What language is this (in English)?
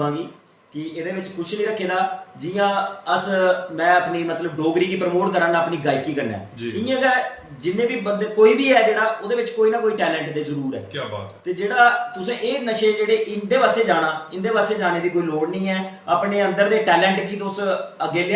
Dogri